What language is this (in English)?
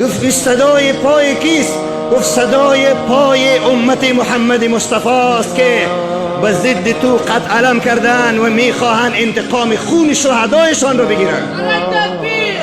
Persian